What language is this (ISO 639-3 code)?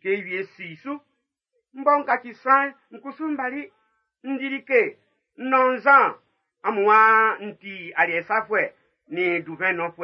bci